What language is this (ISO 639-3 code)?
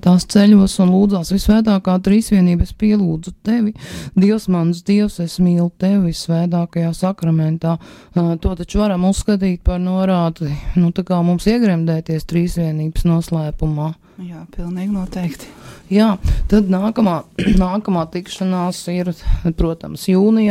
lav